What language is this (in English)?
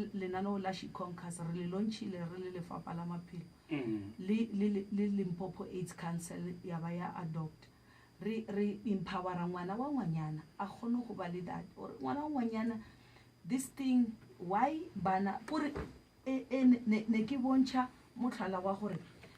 Northern Sotho